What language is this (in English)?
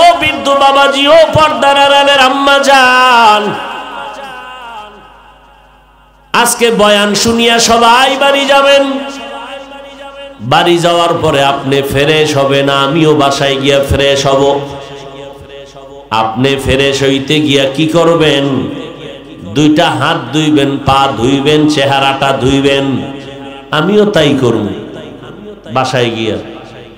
Bangla